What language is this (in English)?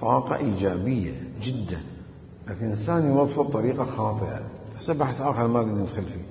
Mesopotamian Arabic